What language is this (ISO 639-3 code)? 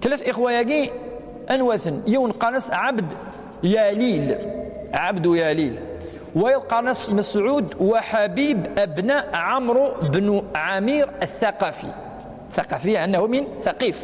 kab